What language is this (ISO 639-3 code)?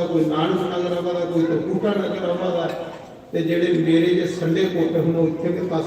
doi